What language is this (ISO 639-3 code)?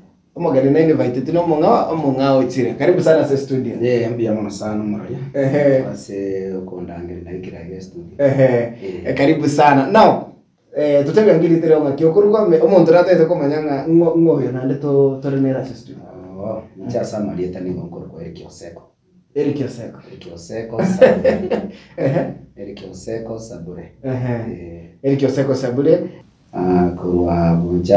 guz